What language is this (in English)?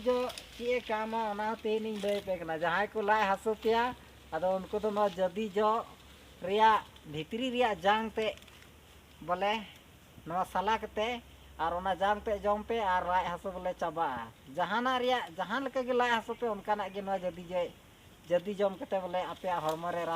Santali